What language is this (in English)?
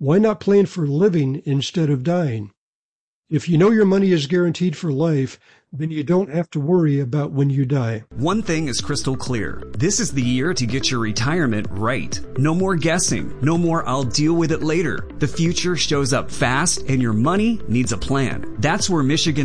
English